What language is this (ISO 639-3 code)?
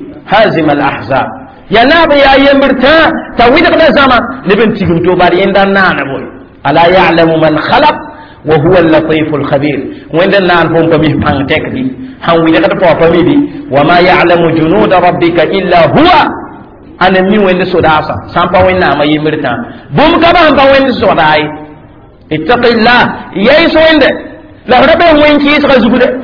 mos